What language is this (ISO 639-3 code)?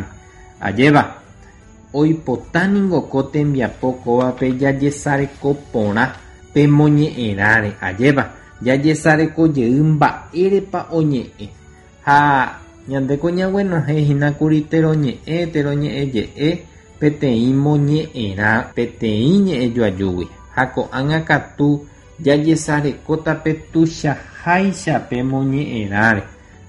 grn